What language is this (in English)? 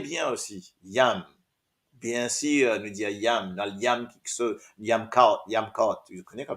Morisyen